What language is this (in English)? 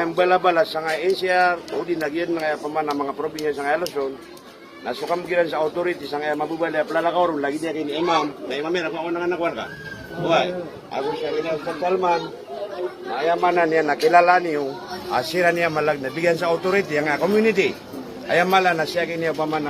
Maranao